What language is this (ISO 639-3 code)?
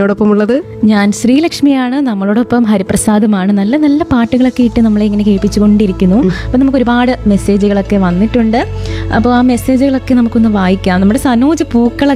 mal